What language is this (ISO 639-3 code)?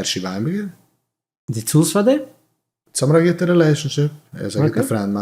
yid